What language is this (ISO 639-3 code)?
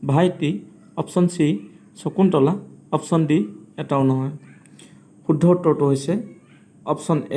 asm